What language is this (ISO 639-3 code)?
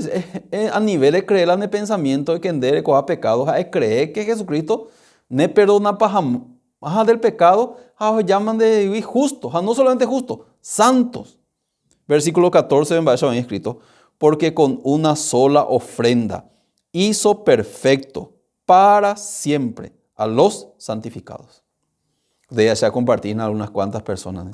grn